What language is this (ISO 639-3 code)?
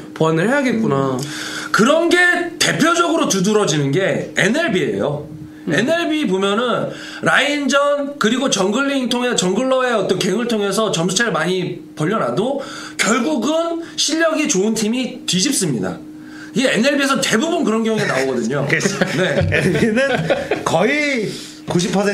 kor